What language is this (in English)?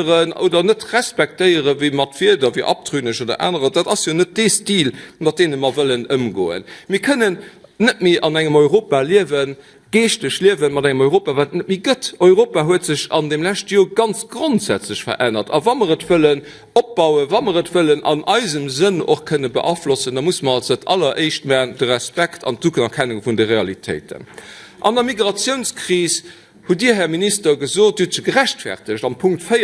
Luxembourgish